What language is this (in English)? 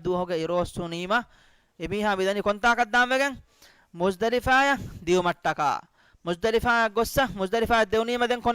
Divehi